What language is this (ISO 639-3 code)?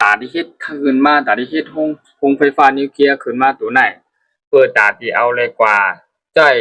shn